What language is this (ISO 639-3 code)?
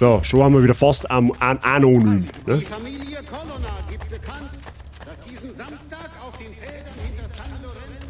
bar